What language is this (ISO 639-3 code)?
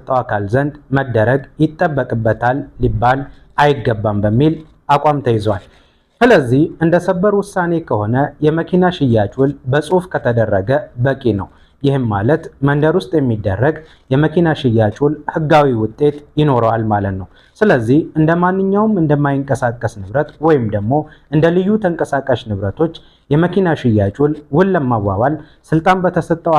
amh